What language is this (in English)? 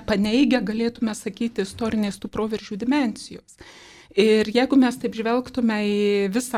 Lithuanian